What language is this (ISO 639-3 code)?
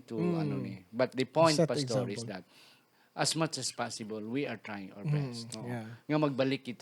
hil